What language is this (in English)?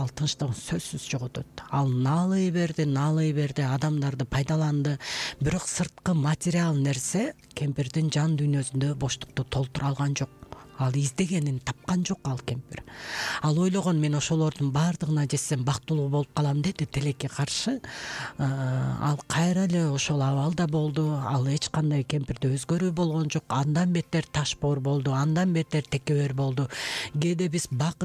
Kyrgyz